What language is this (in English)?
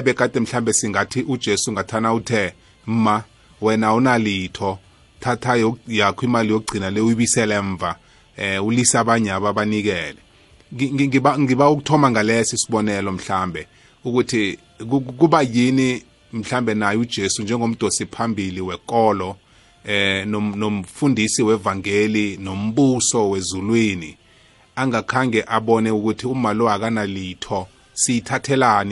South Ndebele